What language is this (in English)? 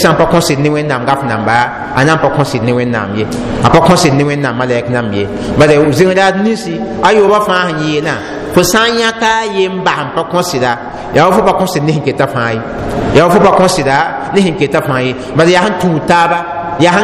Mossi